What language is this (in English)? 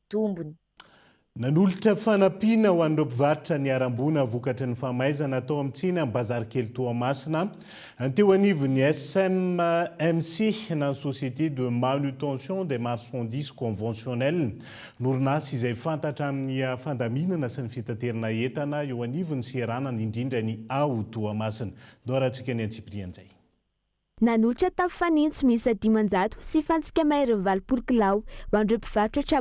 Malagasy